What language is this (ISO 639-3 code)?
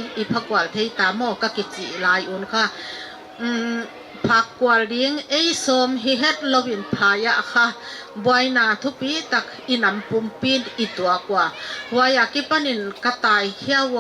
pck